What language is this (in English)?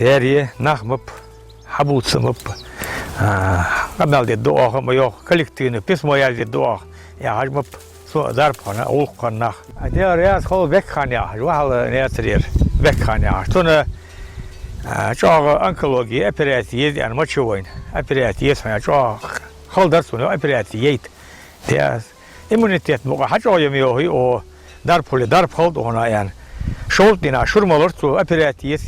Ingush